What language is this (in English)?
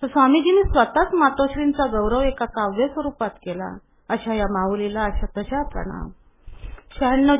Marathi